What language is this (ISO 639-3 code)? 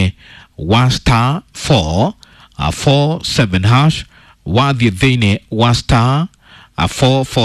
kik